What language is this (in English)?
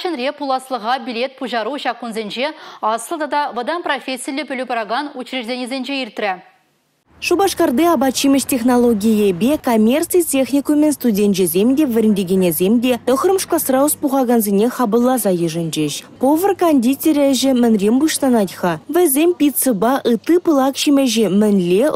Chuvash